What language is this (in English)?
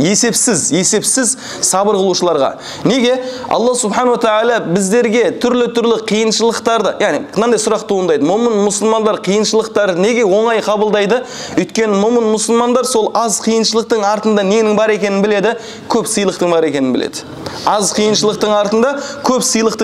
Kazakh